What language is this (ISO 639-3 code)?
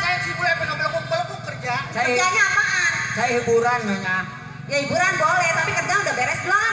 bew